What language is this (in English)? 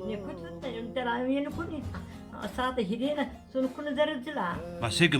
Zaza